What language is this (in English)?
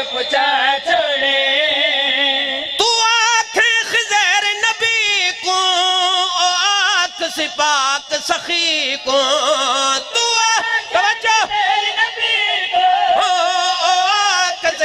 Urdu